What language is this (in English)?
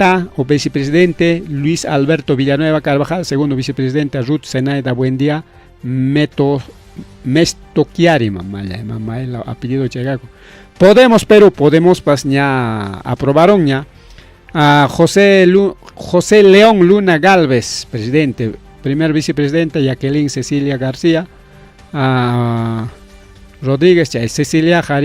Ayacucho Quechua